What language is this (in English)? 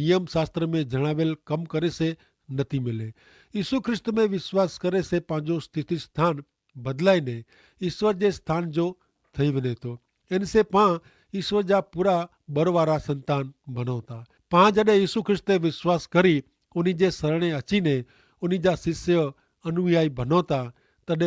Kachhi